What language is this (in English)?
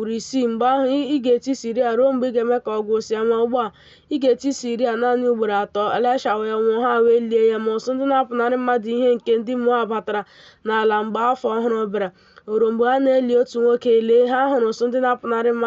Igbo